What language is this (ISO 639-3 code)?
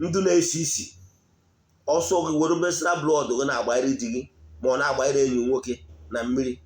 ibo